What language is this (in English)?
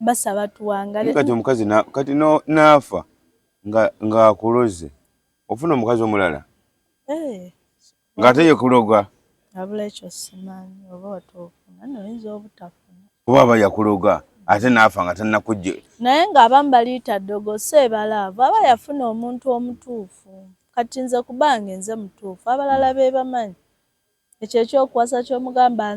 Ganda